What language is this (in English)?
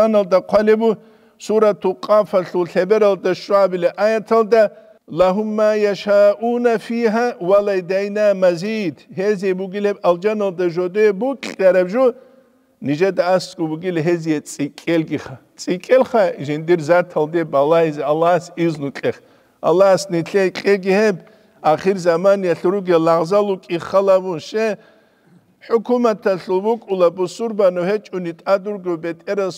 Avaric